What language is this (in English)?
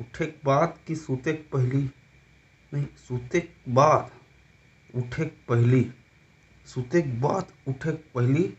Chhattisgarhi